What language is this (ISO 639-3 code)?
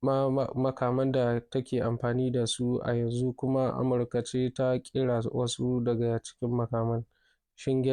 hau